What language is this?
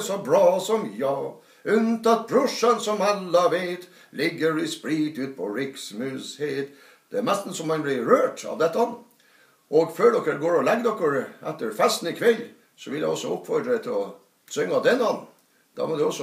Norwegian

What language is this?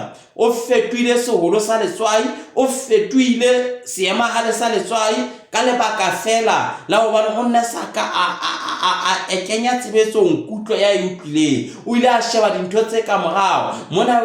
Southern Sotho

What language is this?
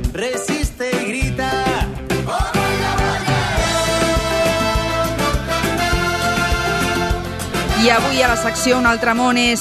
Catalan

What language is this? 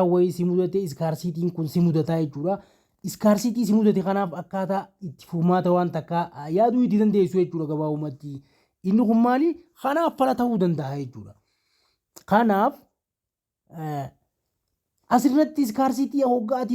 Oromo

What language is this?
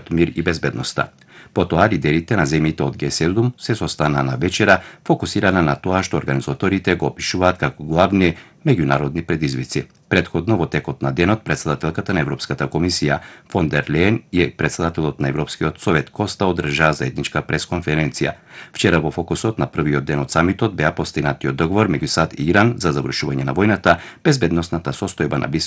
Macedonian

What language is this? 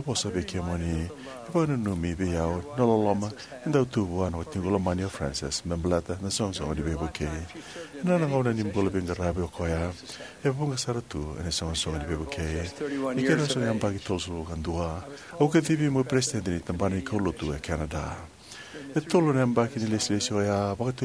Fijian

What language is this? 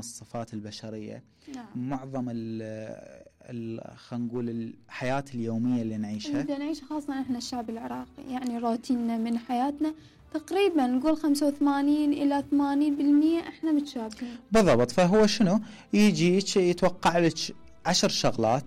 Mesopotamian Arabic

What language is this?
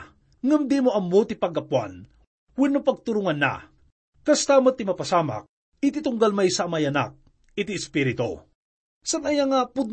Iloko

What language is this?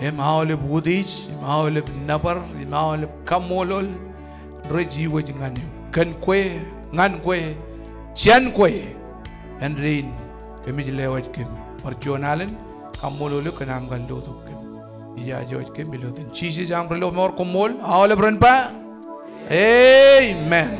Marshallese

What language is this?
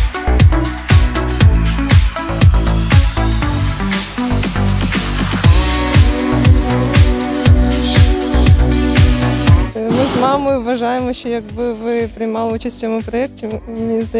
Ukrainian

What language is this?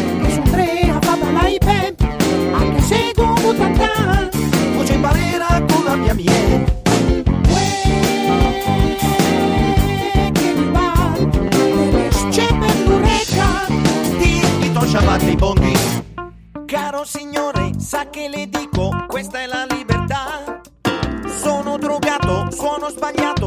Italian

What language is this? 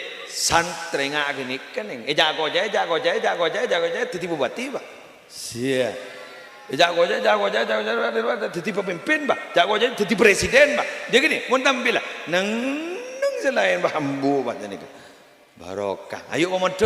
Madurese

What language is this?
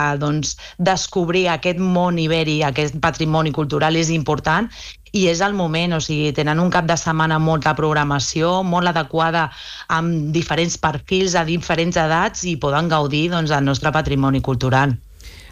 Catalan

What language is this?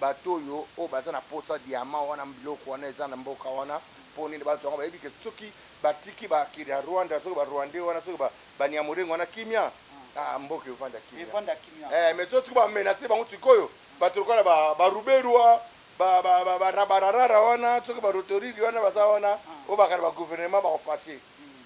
Lingala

